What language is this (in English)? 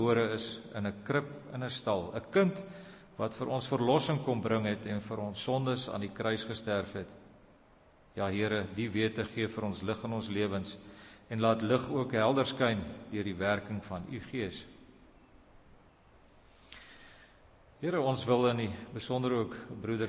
Afrikaans